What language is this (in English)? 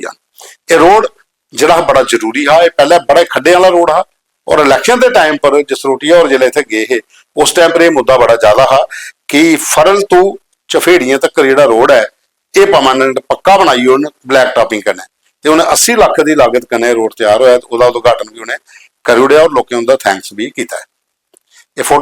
Dogri